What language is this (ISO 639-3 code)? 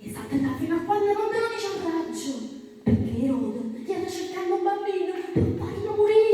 nap